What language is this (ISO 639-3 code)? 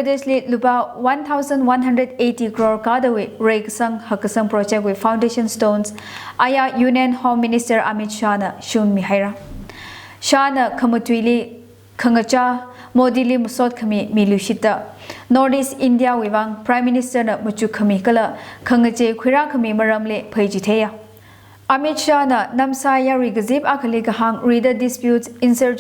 nmf